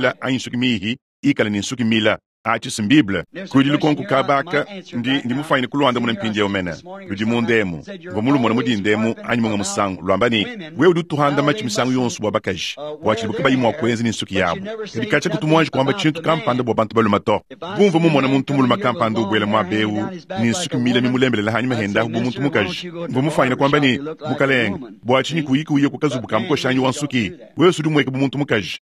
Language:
Luba-Lulua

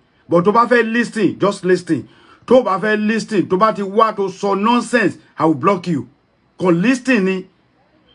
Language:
Yoruba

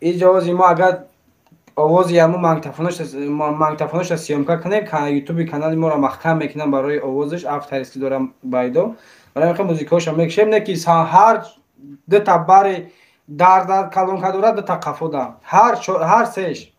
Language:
Tajik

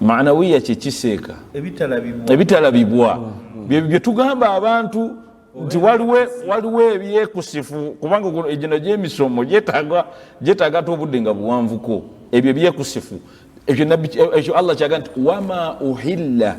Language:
Ganda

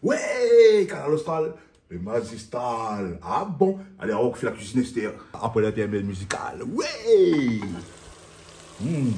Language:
Réunion Creole French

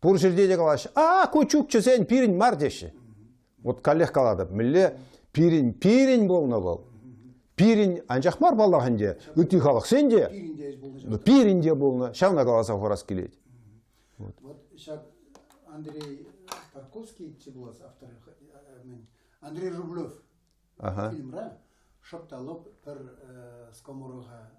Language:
Chuvash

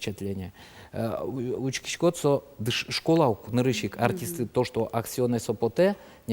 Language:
Udmurt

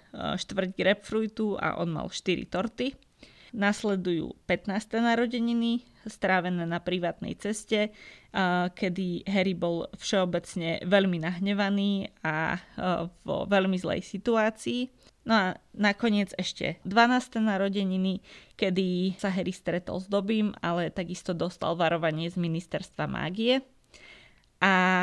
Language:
Slovak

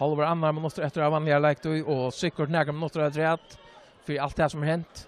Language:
Faroese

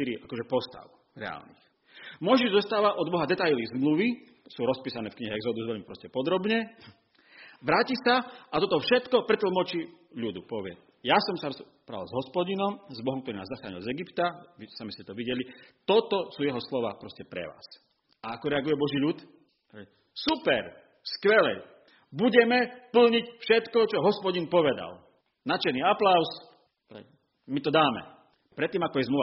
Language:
Slovak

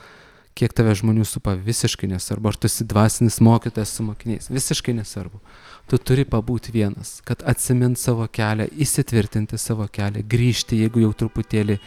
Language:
Lithuanian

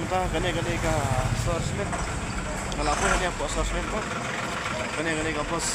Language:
Khasi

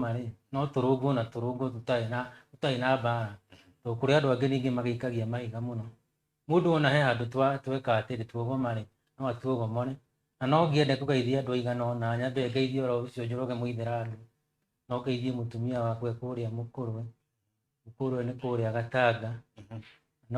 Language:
Kikuyu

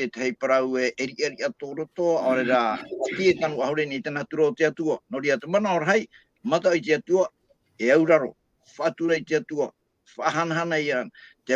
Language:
Tahitian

